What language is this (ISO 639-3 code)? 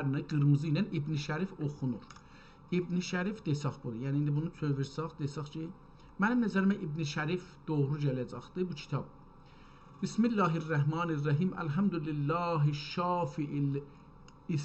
azb